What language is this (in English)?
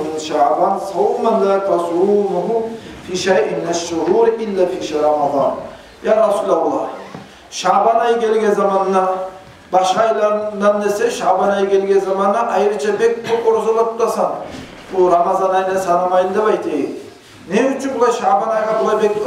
Kumyk